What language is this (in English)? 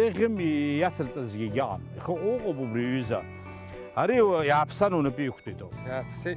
Abkhazian